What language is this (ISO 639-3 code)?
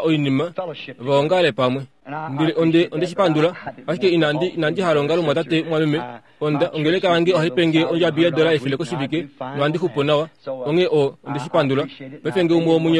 kua